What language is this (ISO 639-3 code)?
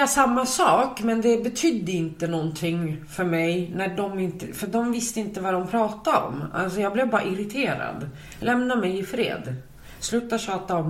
swe